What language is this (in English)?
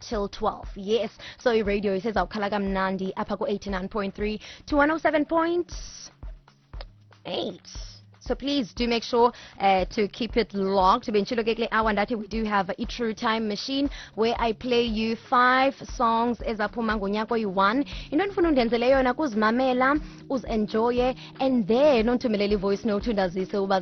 Xhosa